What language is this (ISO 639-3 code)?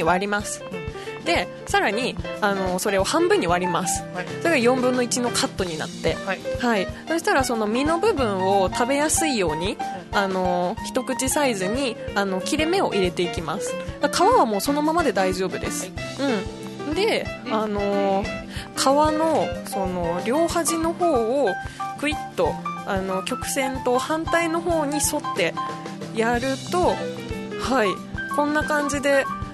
jpn